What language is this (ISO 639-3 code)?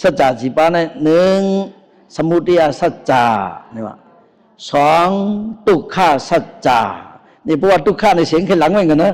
shn